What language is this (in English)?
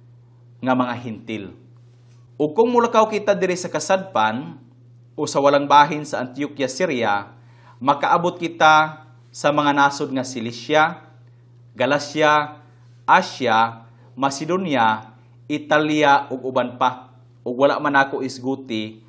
Cebuano